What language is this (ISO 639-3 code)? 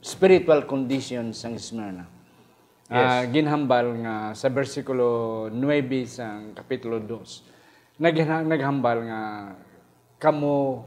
hil